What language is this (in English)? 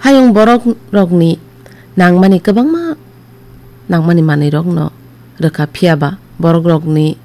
Kok Borok